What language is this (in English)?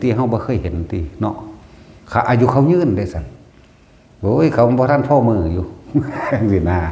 Northeastern Thai